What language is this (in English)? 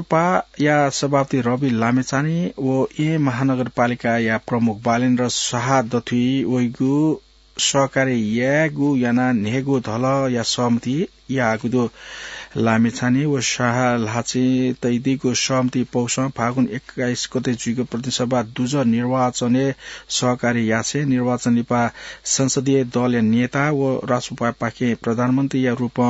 Newari